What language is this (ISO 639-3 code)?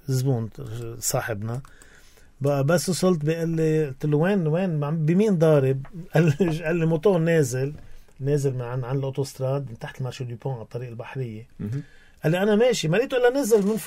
apc